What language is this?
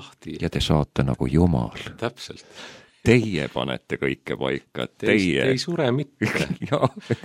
Estonian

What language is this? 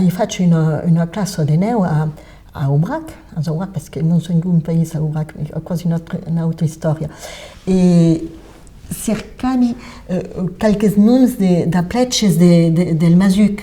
Occitan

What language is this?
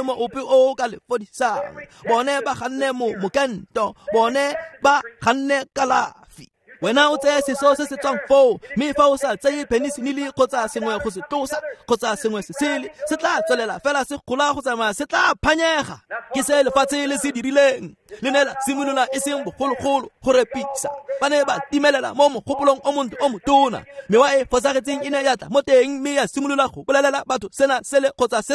Tswana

